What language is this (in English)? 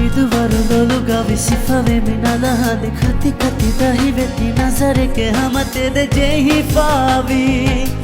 Divehi